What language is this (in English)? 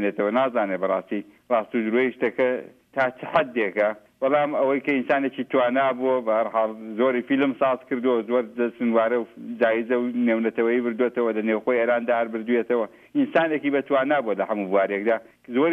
Central Kurdish